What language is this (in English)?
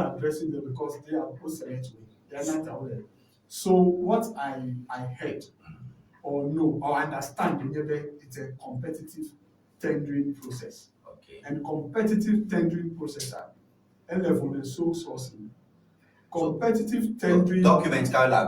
Ewe